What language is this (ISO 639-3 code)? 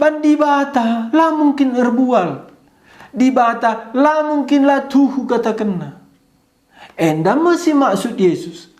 btx